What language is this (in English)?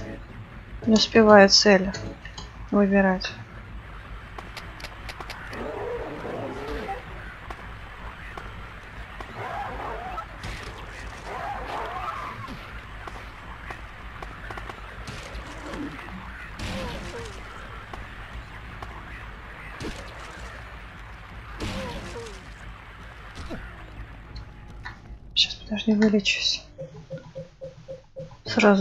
Russian